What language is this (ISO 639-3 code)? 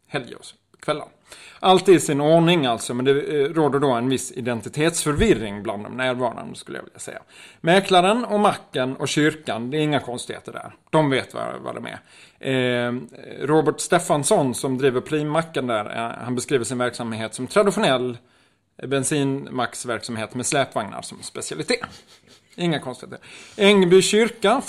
swe